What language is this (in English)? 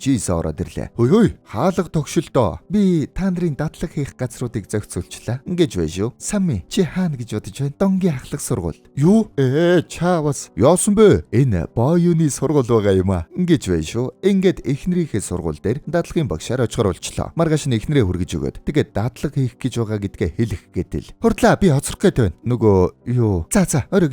Mongolian